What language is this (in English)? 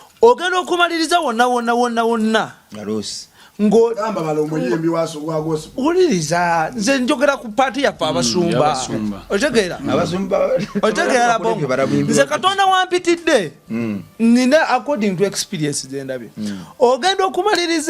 Ganda